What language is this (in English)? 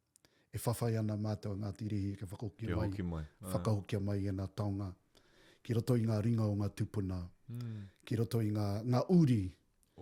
Māori